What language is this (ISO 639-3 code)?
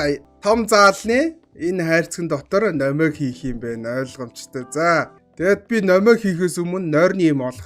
mon